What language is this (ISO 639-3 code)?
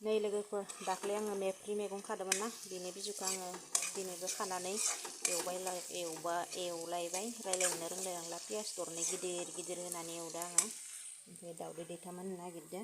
brx